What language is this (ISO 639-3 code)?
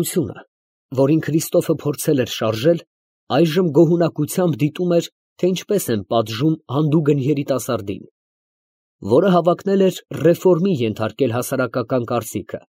hye